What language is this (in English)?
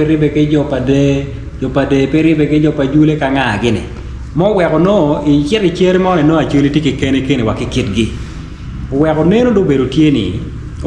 Acoli